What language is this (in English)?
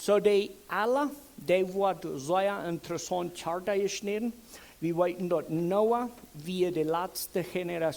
Plautdietsch